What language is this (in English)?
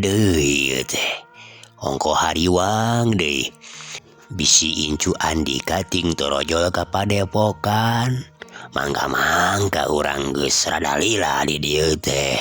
Sundanese